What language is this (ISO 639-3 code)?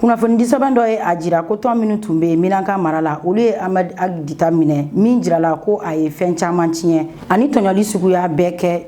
bam